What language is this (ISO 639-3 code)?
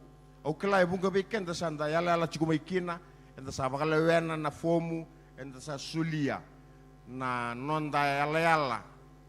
fij